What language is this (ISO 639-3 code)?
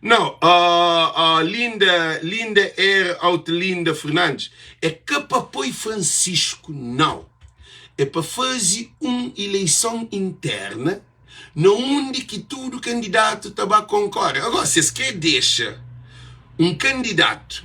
kea